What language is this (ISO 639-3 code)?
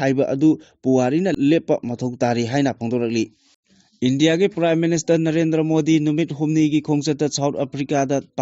mni